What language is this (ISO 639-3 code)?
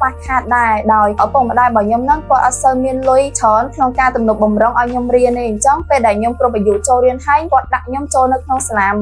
khm